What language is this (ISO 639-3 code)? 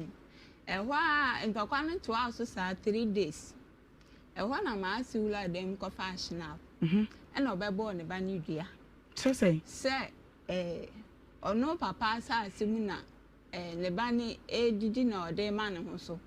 aka